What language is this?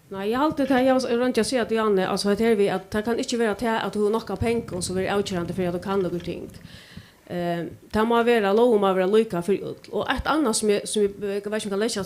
Faroese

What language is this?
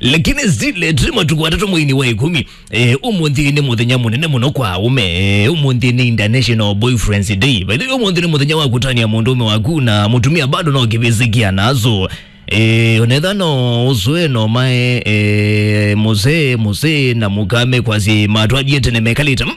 Kamba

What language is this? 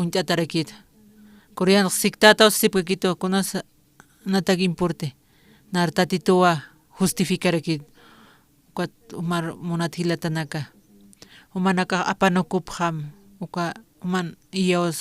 Aymara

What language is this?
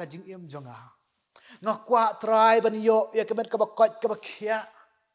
Khasi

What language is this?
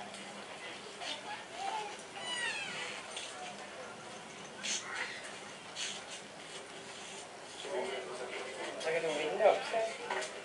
Danish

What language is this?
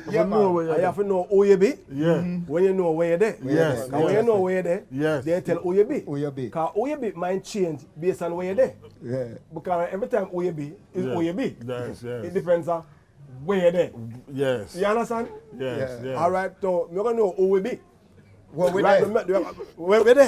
Jamaican Creole English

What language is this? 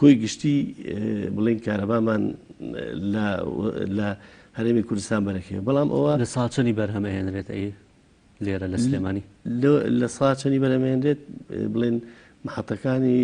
Central Kurdish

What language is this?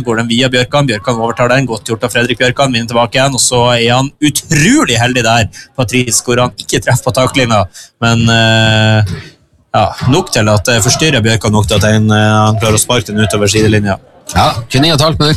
Norwegian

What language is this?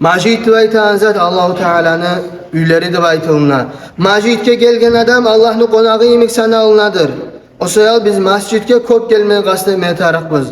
Kumyk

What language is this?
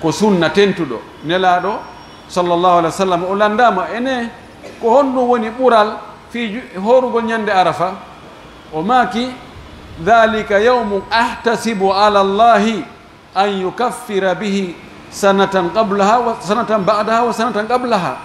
Pular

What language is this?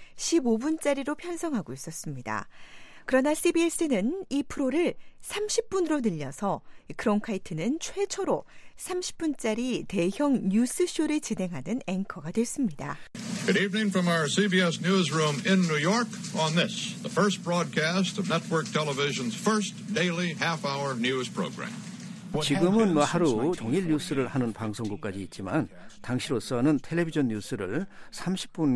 Korean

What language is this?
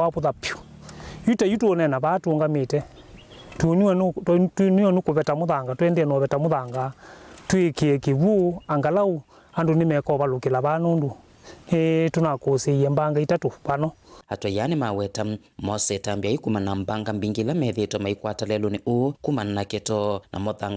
Kamba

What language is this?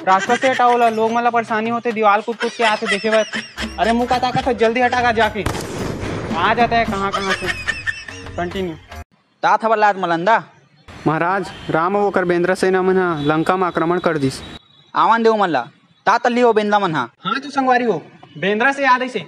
Chhattisgarhi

